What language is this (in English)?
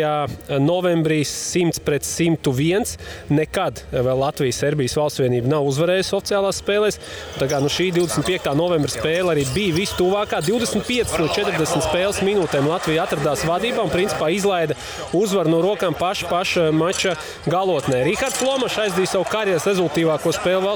Latvian